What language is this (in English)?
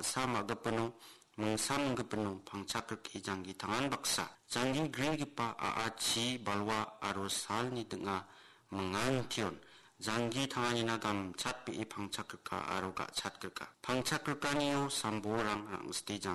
Garo